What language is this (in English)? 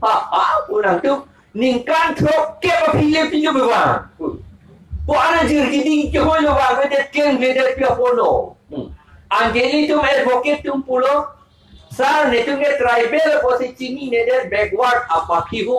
Karbi